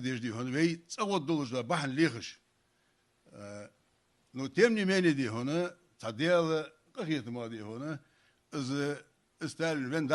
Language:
Ingush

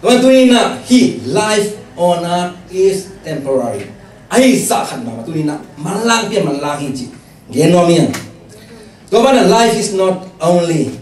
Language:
Tedim Chin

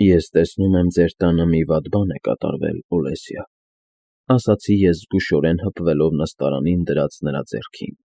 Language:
Armenian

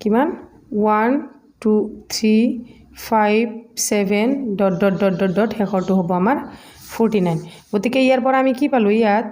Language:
Assamese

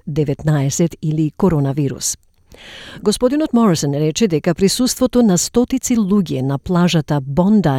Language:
Macedonian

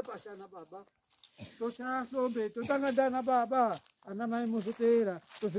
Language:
Shona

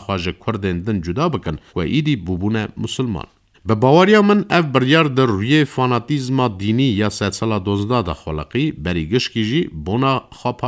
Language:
Kurdish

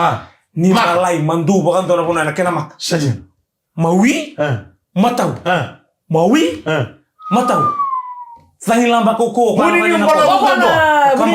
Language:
Fijian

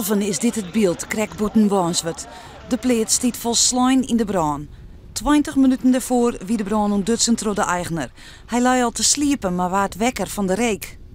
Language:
Western Frisian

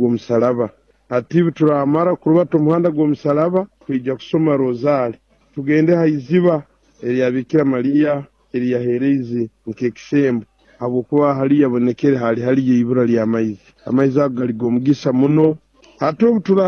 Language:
Nyoro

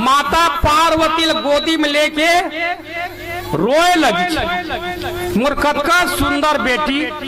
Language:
Chhattisgarhi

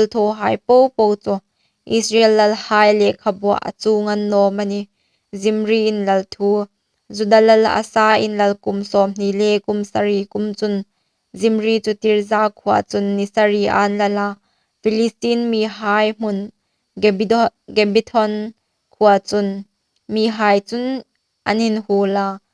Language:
Hmar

